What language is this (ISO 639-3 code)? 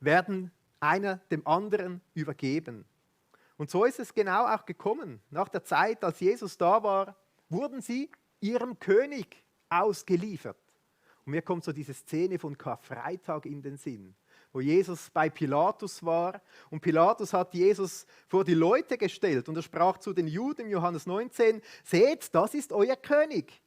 gsw